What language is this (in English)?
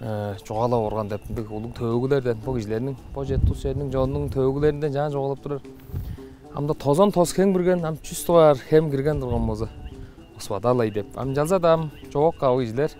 Tuvinian